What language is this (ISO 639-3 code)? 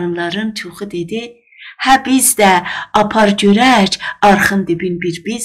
azb